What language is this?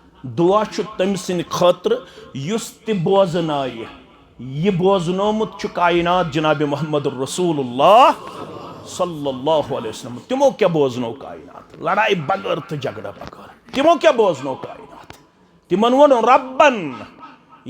Kashmiri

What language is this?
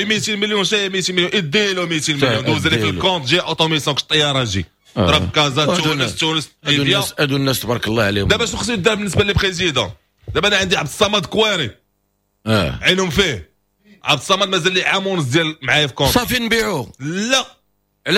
Moroccan Arabic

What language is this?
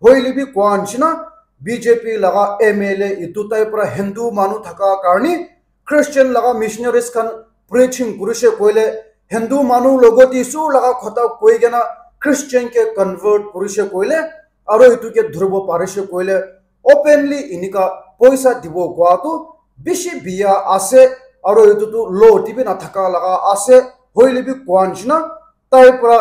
Naga Pidgin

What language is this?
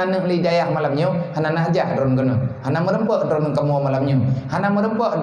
Achinese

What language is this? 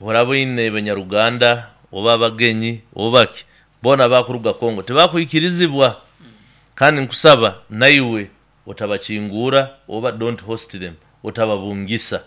Nyoro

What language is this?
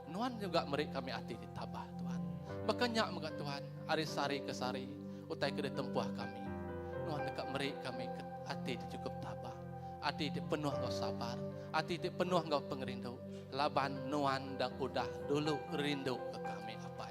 Iban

